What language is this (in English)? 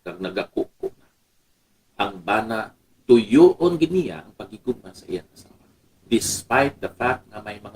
Hiligaynon